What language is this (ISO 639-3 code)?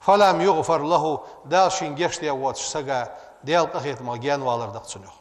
inh